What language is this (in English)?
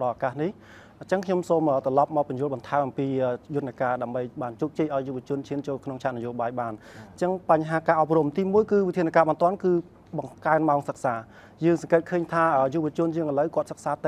Khmer